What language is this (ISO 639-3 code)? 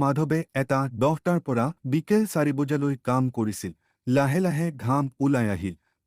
asm